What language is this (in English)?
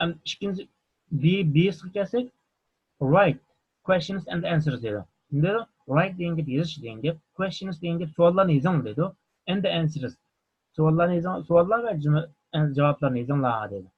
Uyghur